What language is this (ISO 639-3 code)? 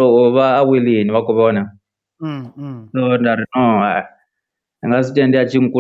ven